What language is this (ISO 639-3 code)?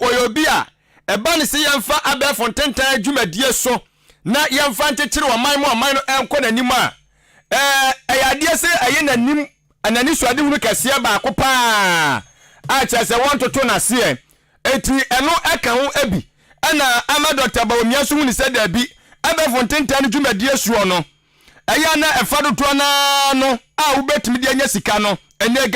aka